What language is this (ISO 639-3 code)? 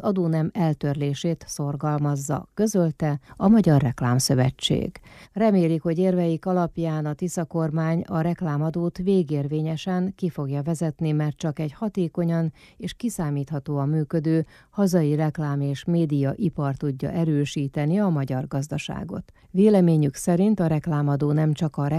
hun